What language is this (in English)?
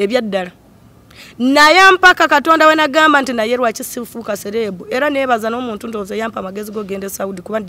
Ganda